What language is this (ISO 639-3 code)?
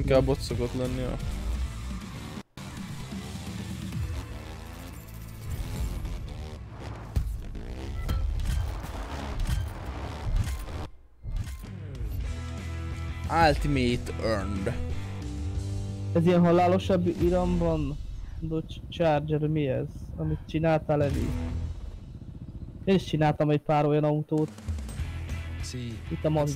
hun